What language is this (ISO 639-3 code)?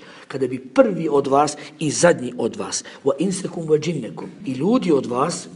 bos